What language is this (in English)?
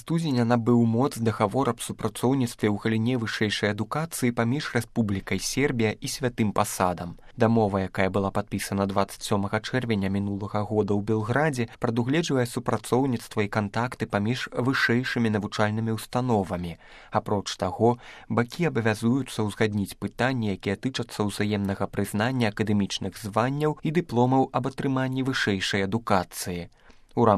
Belarusian